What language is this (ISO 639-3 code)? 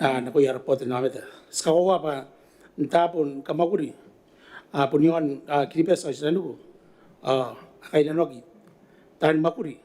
gil